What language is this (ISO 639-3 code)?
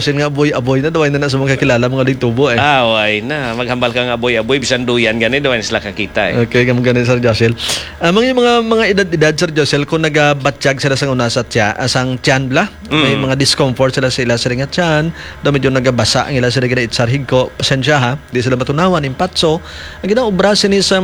hil